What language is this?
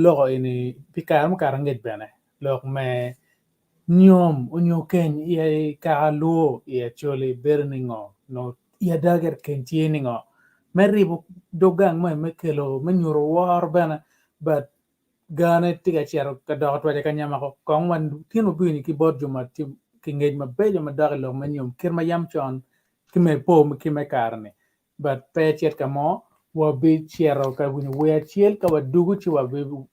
Acoli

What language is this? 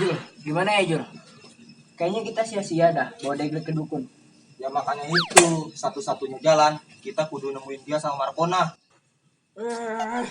Betawi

